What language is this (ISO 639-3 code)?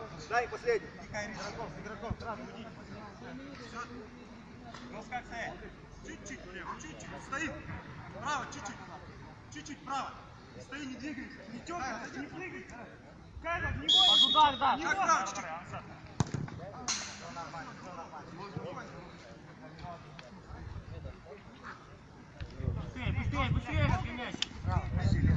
rus